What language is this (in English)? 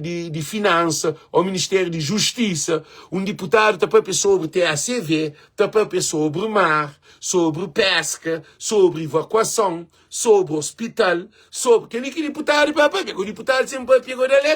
Kabuverdianu